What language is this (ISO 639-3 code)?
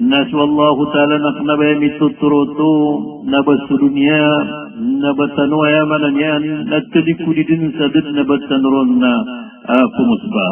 mrw